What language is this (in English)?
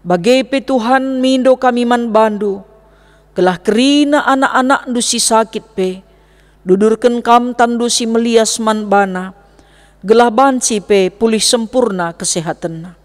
Batak Karo